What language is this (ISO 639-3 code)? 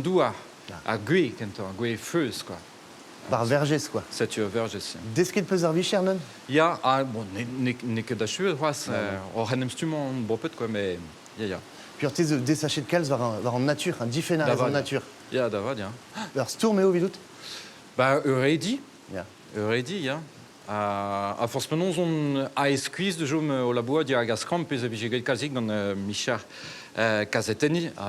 bre